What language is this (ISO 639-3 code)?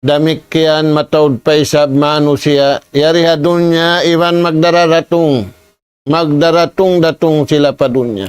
tsg